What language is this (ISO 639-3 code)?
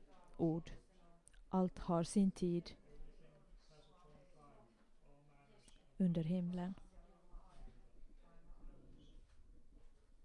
swe